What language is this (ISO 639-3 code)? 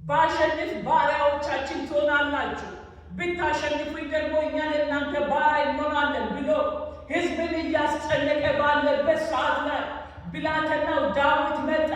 amh